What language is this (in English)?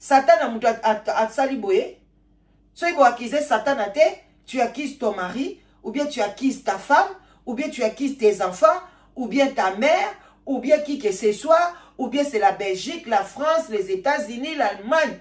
Lingala